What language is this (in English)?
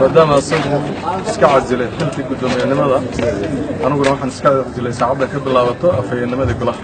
Somali